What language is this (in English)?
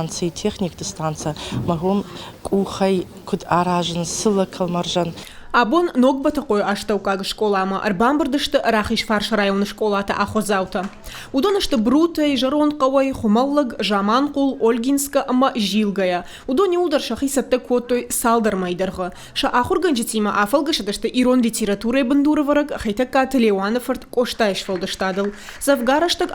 Ossetic